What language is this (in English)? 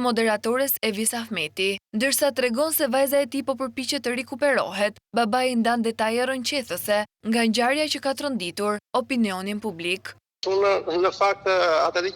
Albanian